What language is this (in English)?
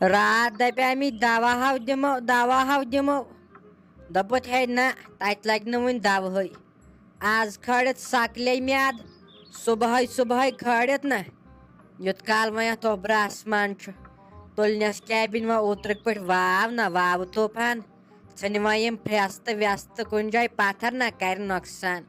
Kashmiri